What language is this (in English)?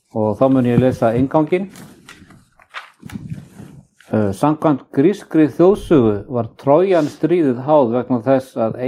Icelandic